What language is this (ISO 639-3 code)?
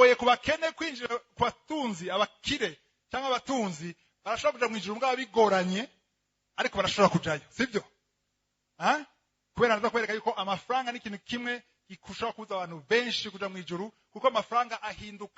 run